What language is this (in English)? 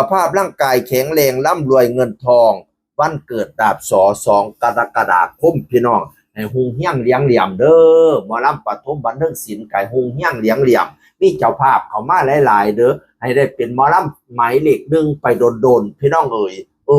Northeastern Thai